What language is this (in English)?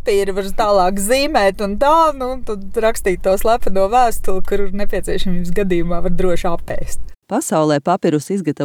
Latvian